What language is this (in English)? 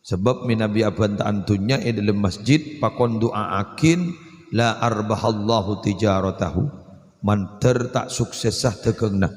Madurese